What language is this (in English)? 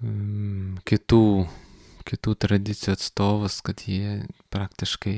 Lithuanian